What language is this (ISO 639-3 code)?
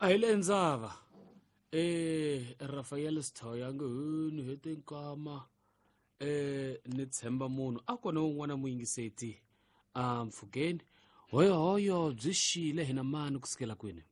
tso